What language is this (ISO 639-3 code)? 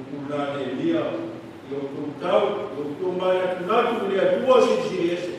smo